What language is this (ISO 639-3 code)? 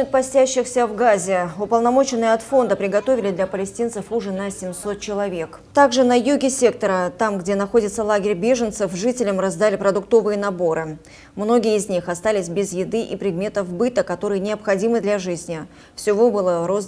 rus